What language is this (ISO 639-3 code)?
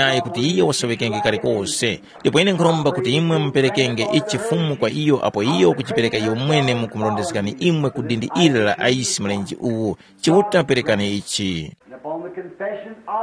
tum